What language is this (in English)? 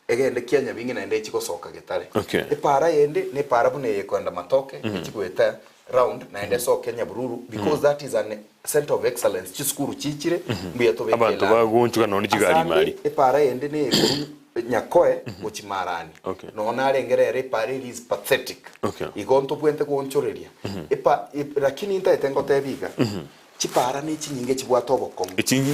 Gusii